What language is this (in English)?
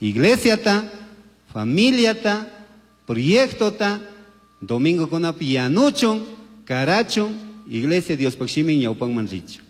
Chimborazo Highland Quichua